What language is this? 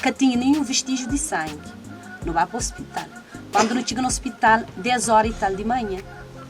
Kabuverdianu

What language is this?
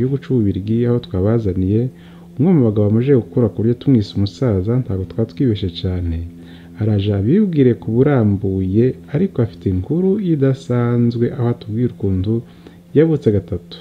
Kinyarwanda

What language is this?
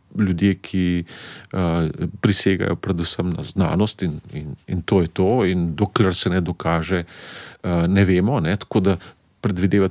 Slovenian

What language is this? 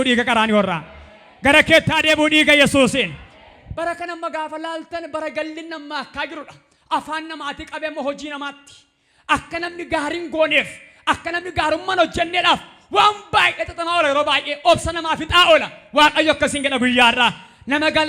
Oromo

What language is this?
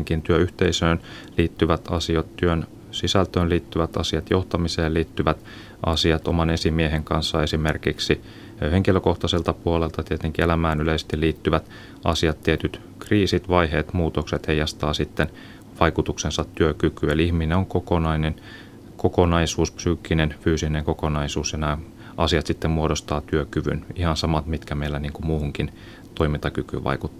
Finnish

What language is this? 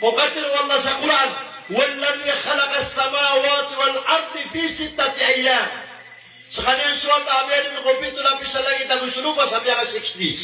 Maranao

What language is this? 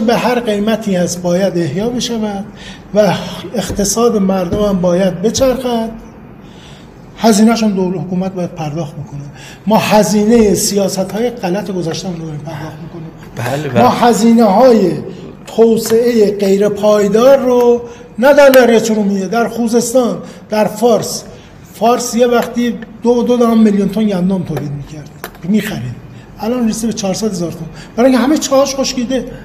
Persian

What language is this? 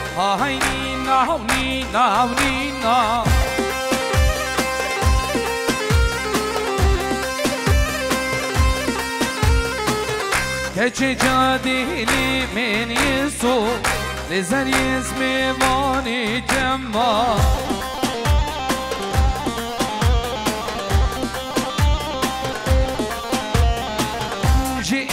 Persian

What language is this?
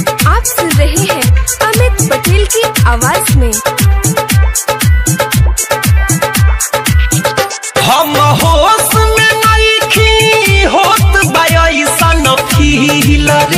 Bhojpuri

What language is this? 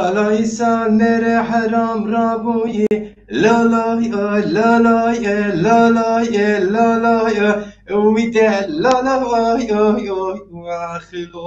Zaza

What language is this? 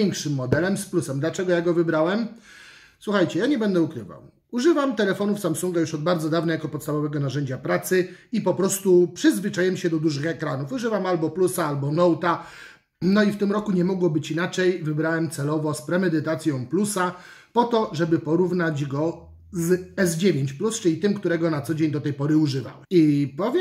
Polish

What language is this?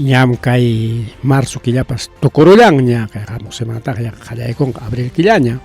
Ayacucho Quechua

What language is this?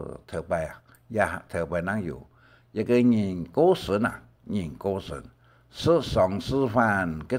Hakka Chinese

